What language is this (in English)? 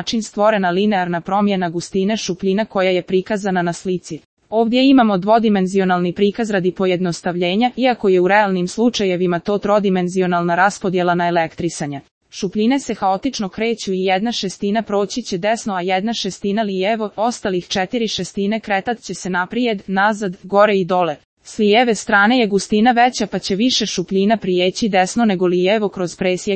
Croatian